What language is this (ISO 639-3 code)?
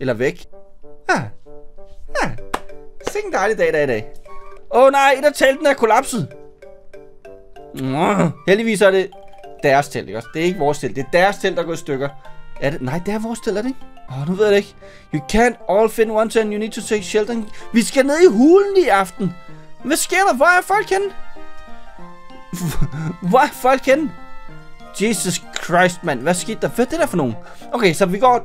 dan